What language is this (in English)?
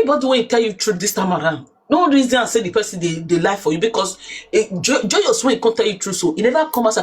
Nigerian Pidgin